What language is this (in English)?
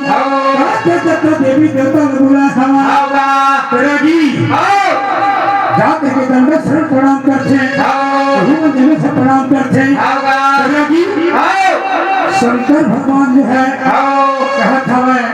Chhattisgarhi